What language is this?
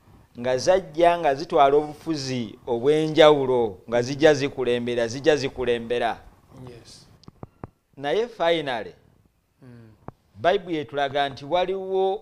Ganda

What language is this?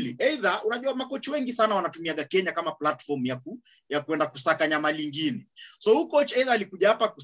Swahili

